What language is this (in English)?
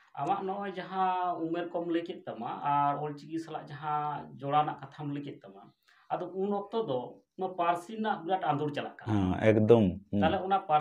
Santali